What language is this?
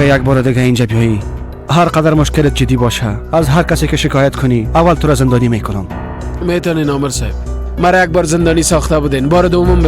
Persian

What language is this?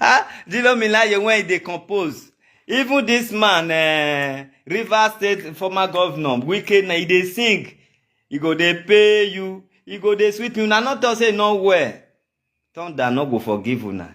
Nigerian Pidgin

